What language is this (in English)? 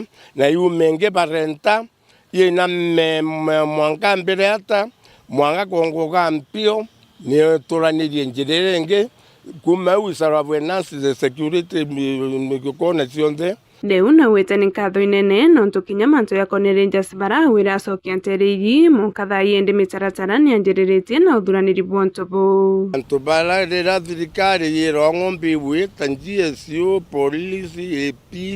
Meru